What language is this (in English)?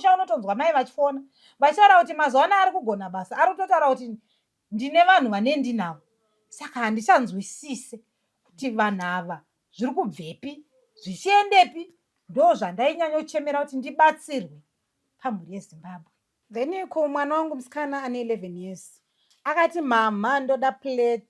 Shona